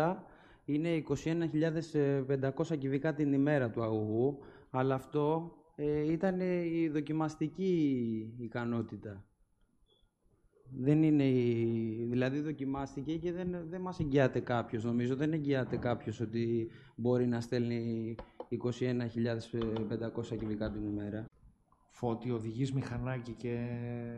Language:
Greek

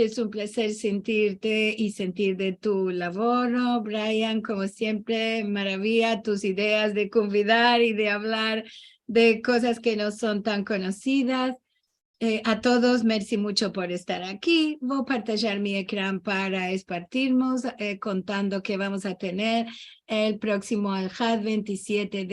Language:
Ladino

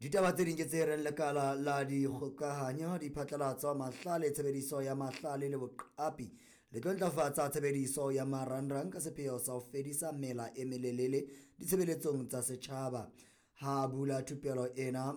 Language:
Southern Sotho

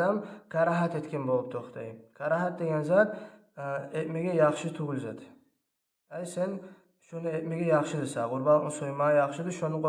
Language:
Kumyk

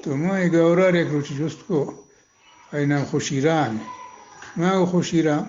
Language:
Eastern Balochi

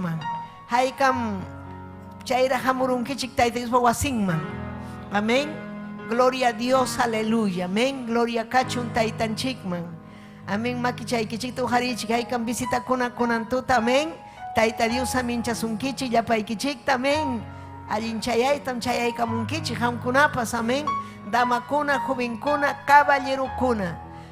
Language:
Ayacucho Quechua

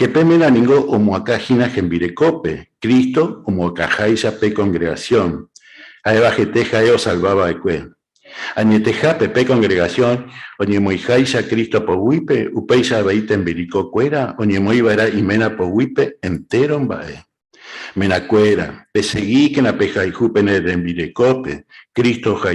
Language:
Guarani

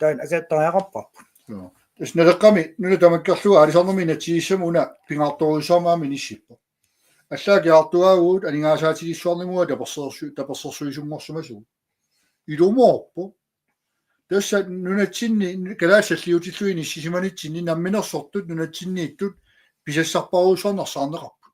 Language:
Kalaallisut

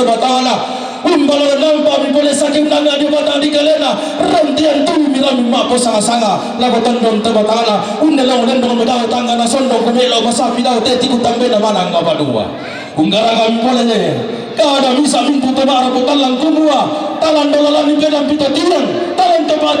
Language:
Toraja-Sa'dan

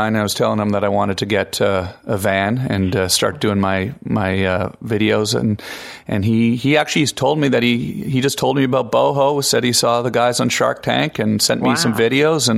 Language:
English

